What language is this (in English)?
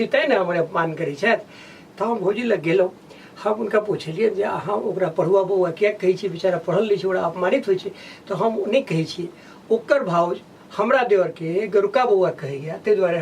Maithili